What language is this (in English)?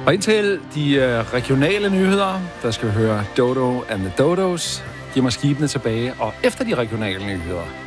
Danish